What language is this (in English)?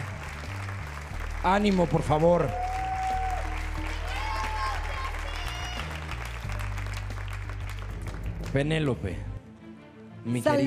Spanish